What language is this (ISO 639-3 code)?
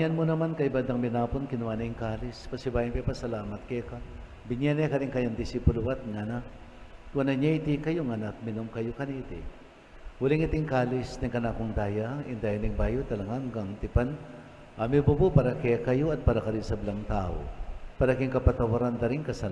pam